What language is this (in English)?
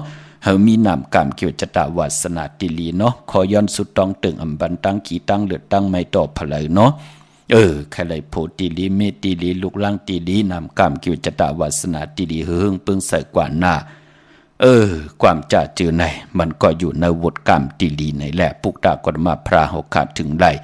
Shan